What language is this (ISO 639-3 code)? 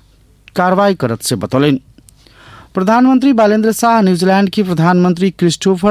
mai